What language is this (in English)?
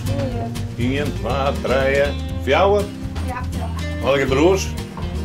Western Frisian